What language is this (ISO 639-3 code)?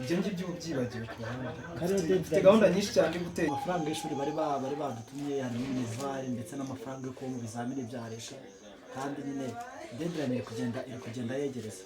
kin